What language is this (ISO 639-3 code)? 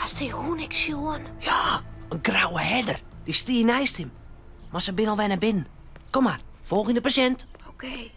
fry